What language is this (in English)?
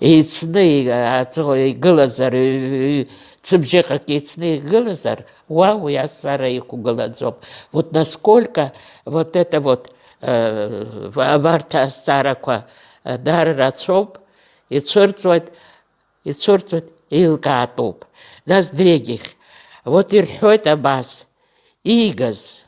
Abkhazian